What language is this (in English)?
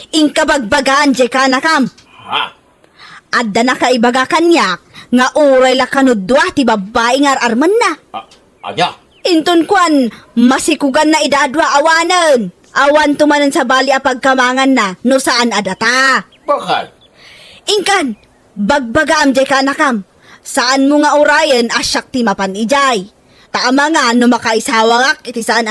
Iloko